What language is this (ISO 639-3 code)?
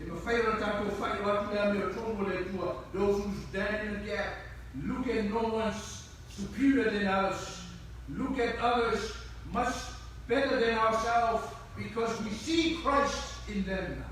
smo